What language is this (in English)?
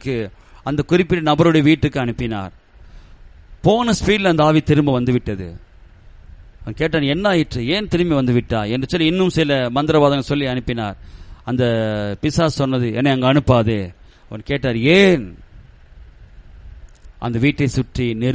Tamil